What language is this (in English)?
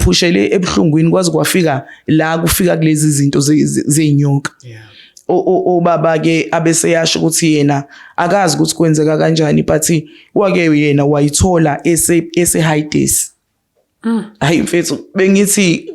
Zulu